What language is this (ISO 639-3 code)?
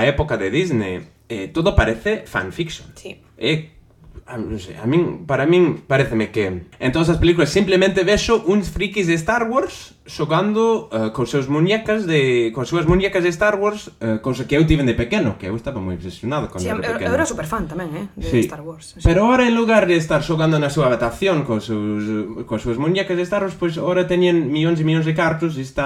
glg